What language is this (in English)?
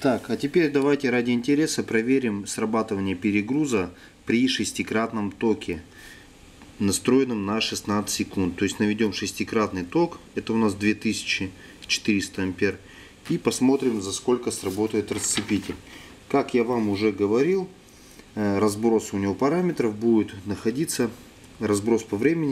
Russian